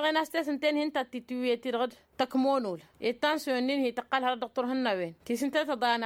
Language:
Tamasheq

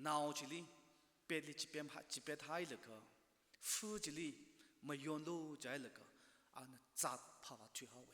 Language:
Tangkhul Naga (India)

